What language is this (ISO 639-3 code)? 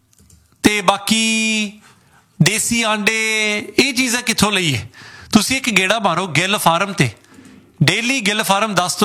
pan